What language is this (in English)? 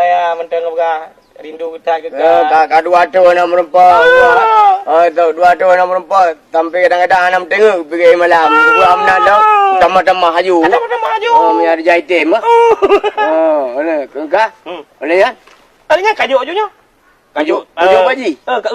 Achinese